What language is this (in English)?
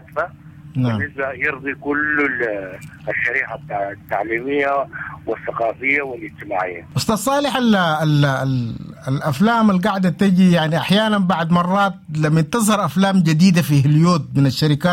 Sudanese Arabic